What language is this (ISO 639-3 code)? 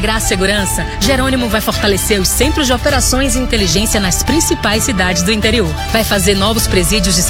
por